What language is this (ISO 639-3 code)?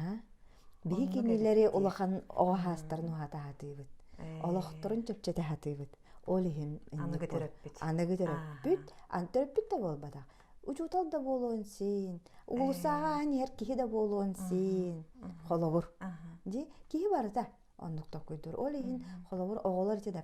sah